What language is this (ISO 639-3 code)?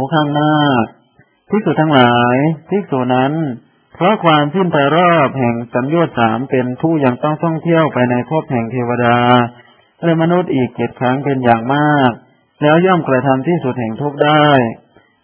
tha